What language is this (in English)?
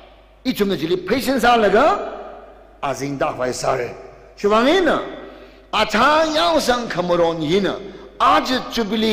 Tangkhul Naga (India)